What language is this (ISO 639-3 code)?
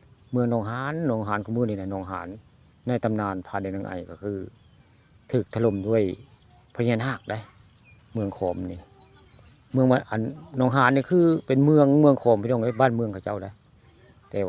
tts